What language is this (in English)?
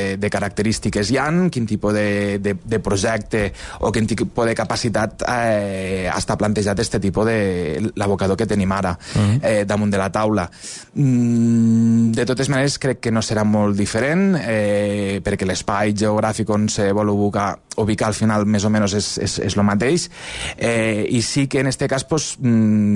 Catalan